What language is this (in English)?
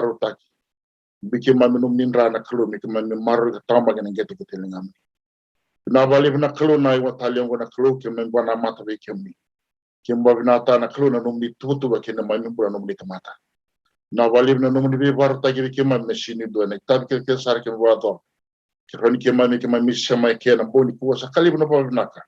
Fijian